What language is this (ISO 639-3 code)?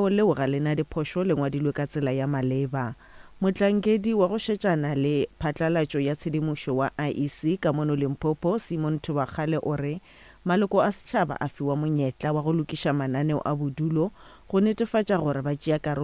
nso